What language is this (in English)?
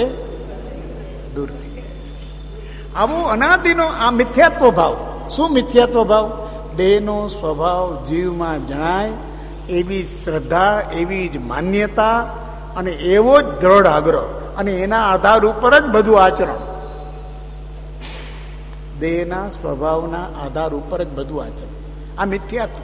Gujarati